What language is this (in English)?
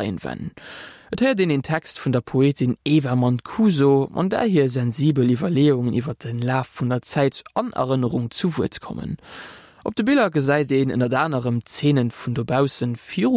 Luxembourgish